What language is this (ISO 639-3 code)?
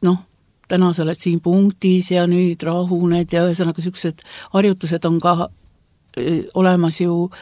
est